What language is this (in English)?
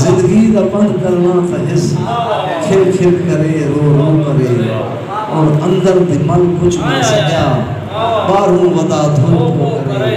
Saraiki